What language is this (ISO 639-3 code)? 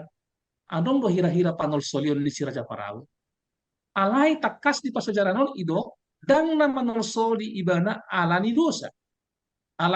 bbc